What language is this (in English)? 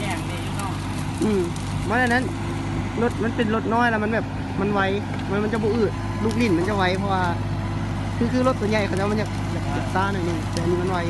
Lao